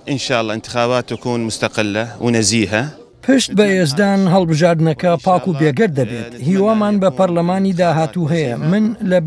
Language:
Central Kurdish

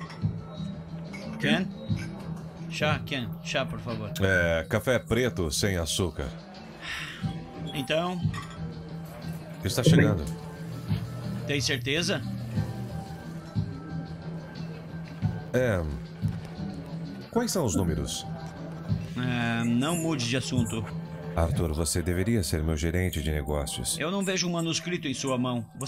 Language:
Portuguese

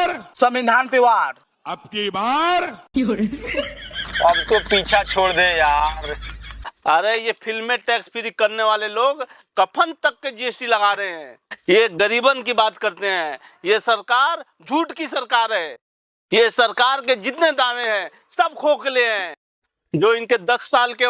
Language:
Bhojpuri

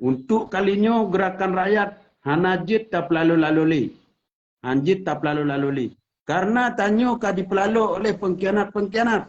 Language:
Achinese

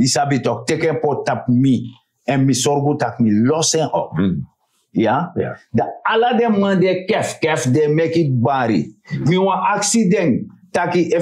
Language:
Sranan Tongo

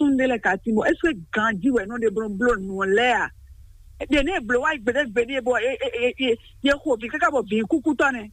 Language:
Fon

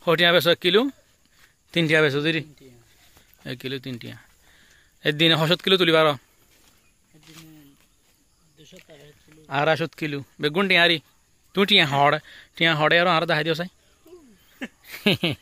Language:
Assamese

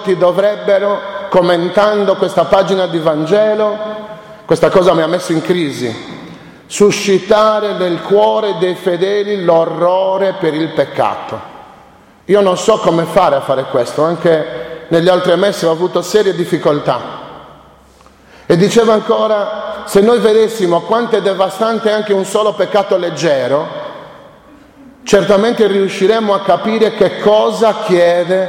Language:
Italian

